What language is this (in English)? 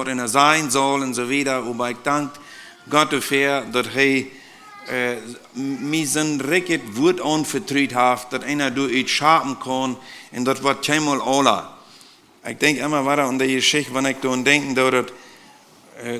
Plautdietsch